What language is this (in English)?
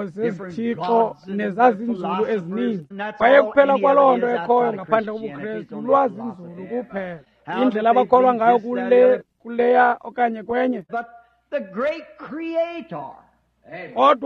Xhosa